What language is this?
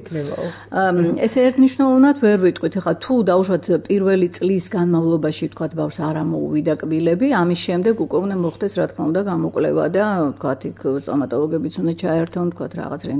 Georgian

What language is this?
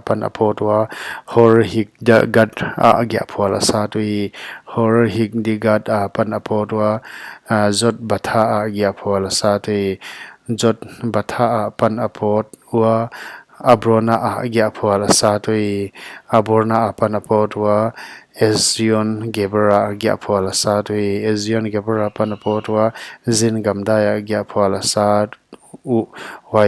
Paite Chin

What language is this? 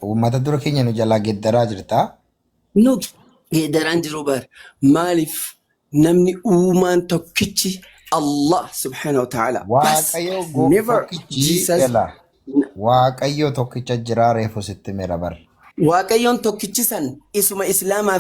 Oromo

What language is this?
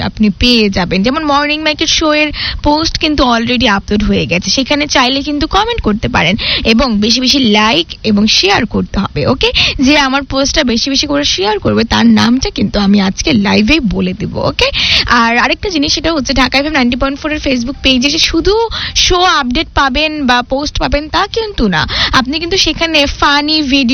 Bangla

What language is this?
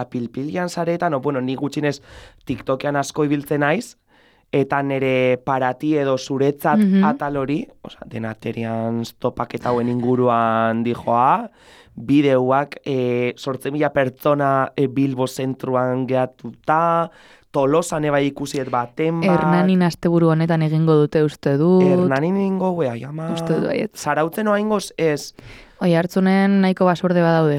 Basque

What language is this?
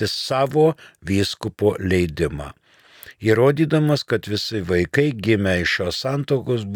Lithuanian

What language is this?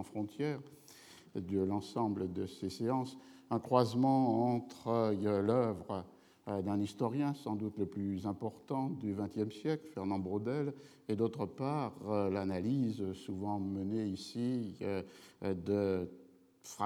French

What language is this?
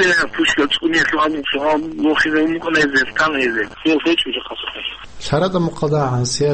Avaric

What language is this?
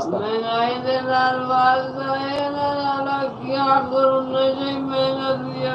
Saraiki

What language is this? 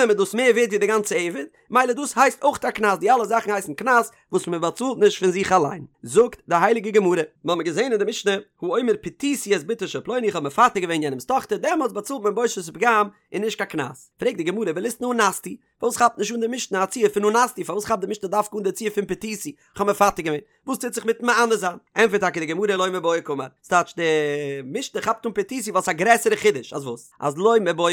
Yiddish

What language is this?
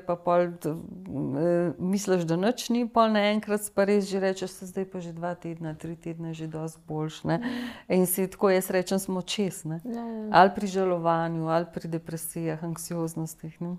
Slovenian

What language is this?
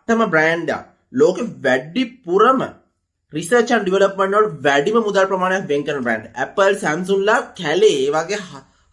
Sinhala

